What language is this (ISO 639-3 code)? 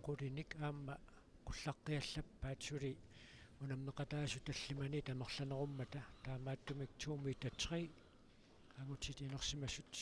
kal